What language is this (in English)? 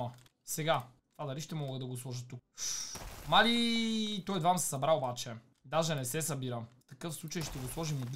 Bulgarian